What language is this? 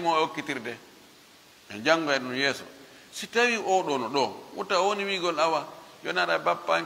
Fula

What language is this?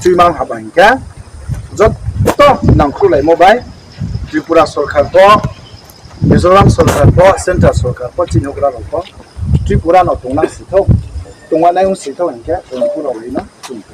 Riang (India)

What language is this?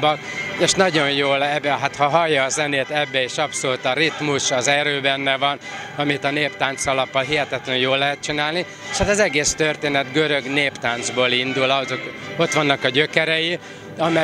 Hungarian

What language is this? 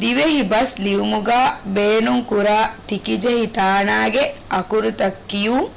Divehi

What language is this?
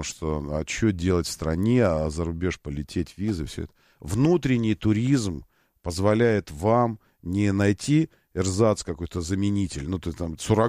Russian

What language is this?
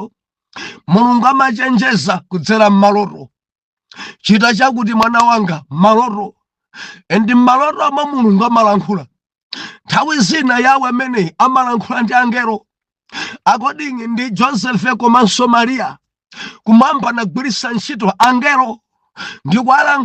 Nyanja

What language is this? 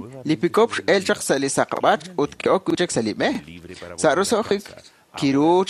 Kekchí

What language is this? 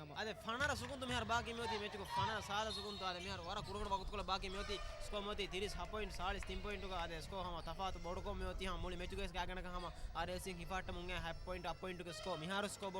Divehi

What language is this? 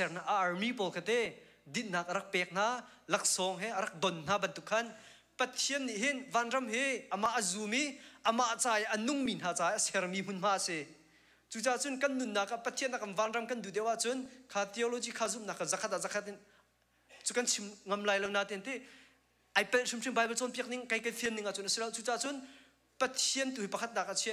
Hakha Chin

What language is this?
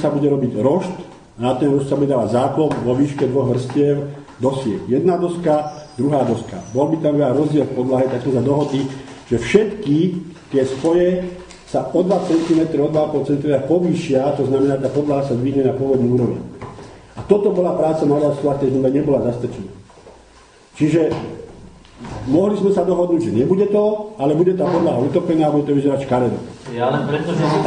Slovak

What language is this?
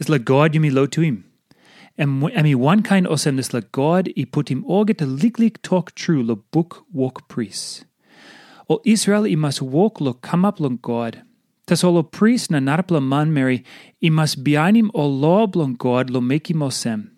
Tok Pisin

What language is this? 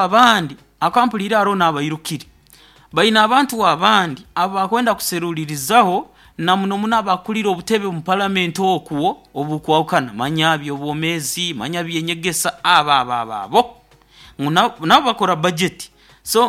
Nyoro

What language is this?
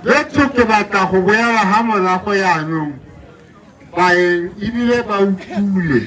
Tswana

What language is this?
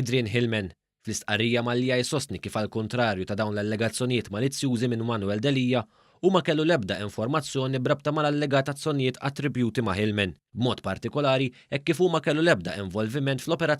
Maltese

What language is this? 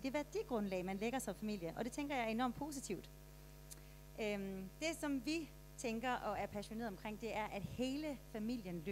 Danish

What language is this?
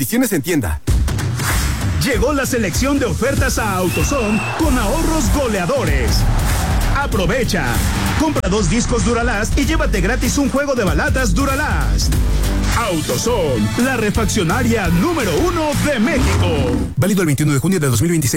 Spanish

